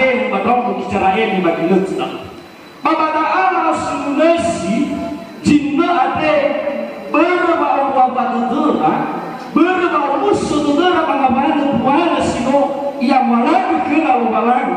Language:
Nias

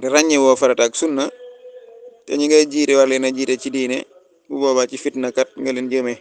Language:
Wolof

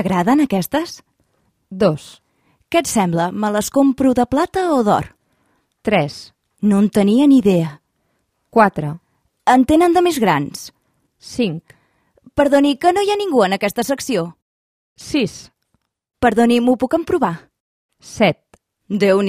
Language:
Catalan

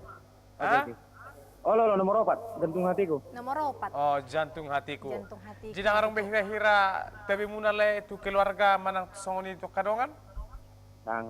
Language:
Batak Toba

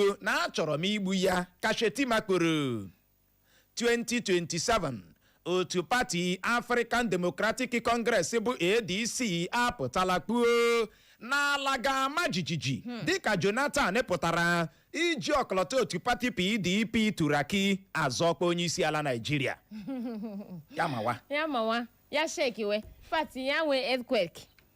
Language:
Igbo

